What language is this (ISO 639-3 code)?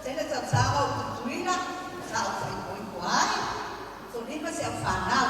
smo